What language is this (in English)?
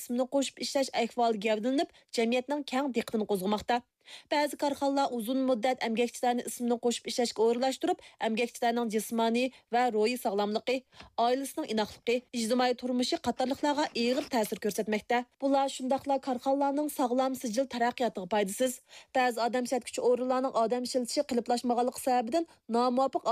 Uyghur